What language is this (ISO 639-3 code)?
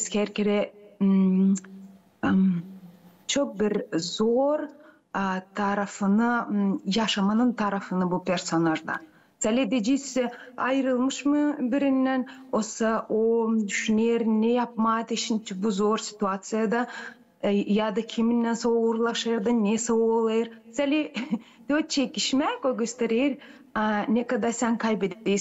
gag